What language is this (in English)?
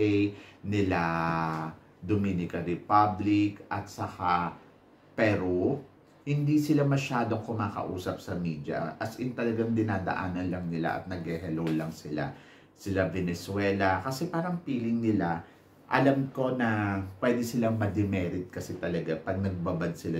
Filipino